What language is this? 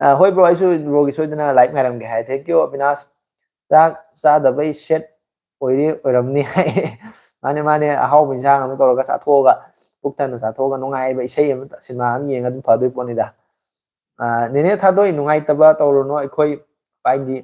Manipuri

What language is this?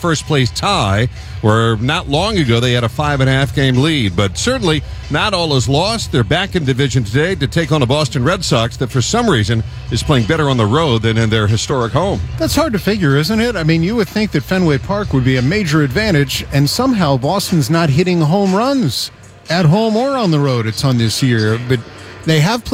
English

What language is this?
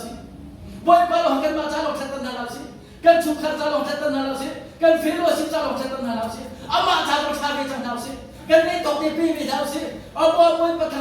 Hakha Chin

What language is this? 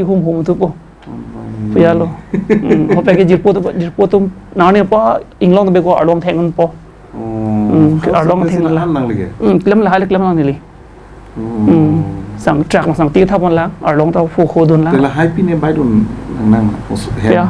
Karbi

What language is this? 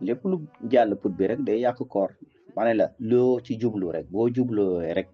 Wolof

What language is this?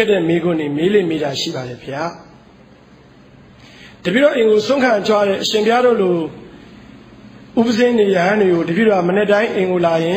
Burmese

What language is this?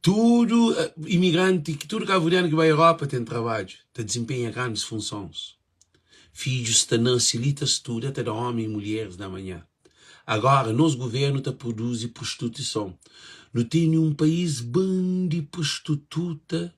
Kabuverdianu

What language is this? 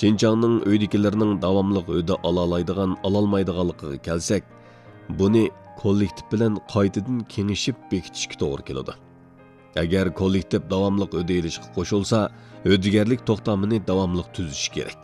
Uyghur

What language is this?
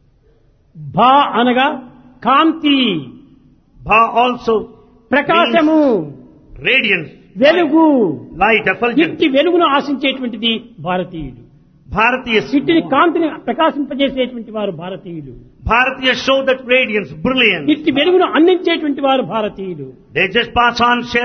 Telugu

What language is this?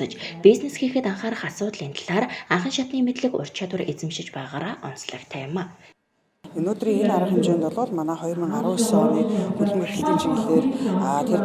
Mongolian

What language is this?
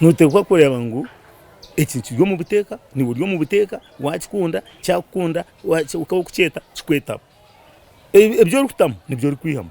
Nyankole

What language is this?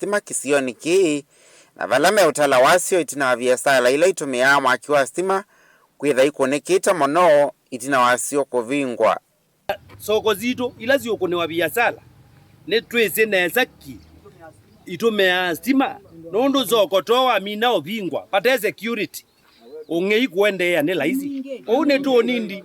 Kamba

